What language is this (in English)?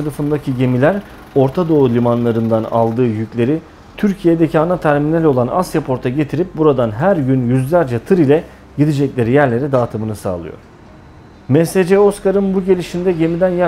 Turkish